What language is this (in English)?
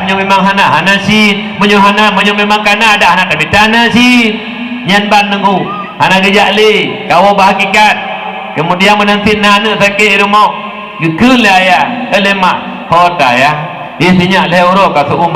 Achinese